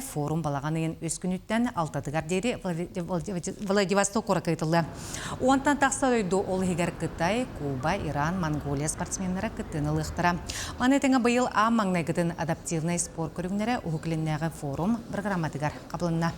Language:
Yakut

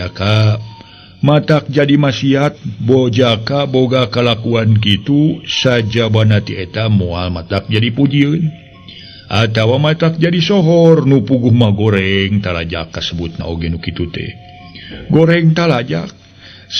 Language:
Sundanese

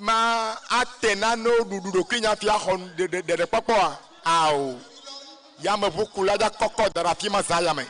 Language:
Ewe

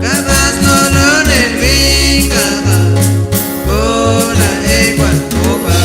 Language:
Chuj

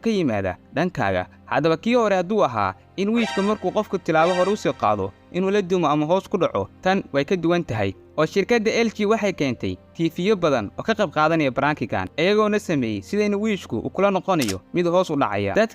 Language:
Somali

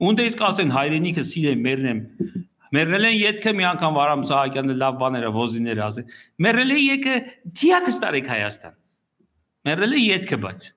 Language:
Armenian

